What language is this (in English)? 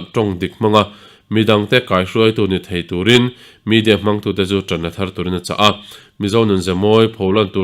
Mizo